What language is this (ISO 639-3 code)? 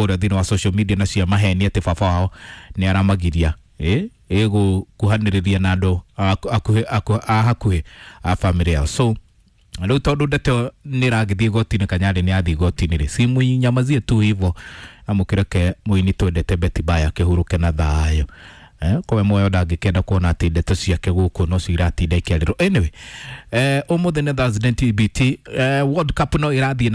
kik